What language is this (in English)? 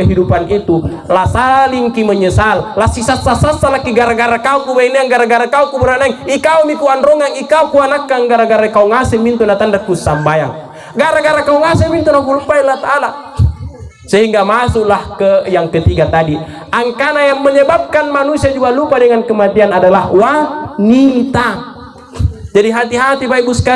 Makasar